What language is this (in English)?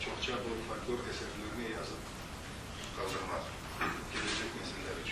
Crimean Tatar